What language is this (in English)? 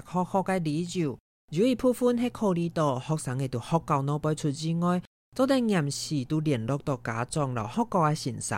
Hakka Chinese